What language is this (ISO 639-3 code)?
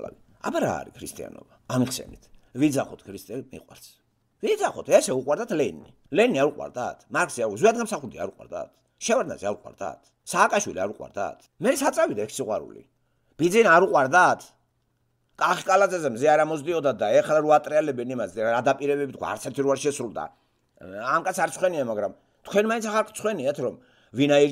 kat